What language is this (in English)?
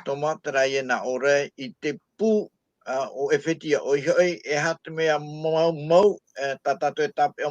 Tahitian